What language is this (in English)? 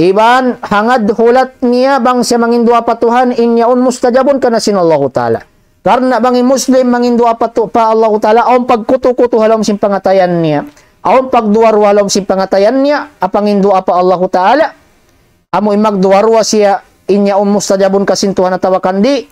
Tausug